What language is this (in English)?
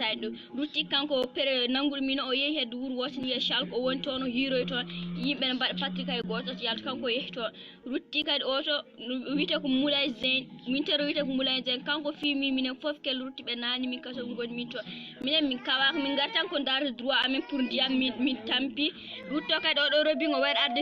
Fula